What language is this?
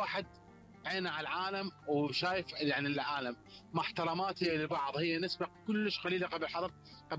Mesopotamian Arabic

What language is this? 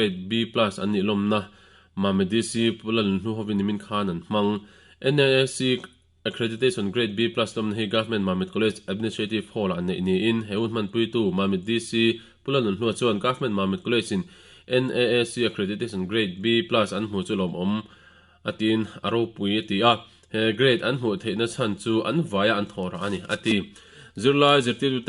Mizo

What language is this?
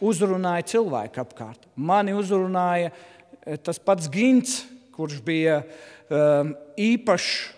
Latvian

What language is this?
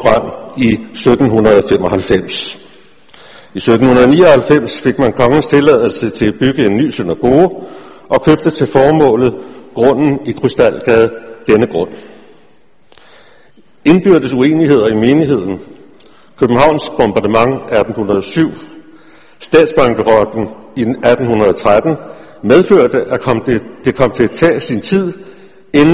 Danish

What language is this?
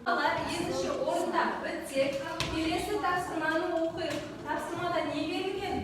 Kazakh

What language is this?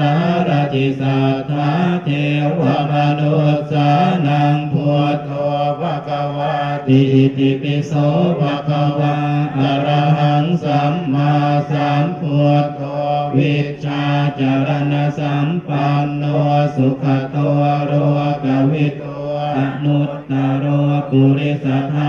Pali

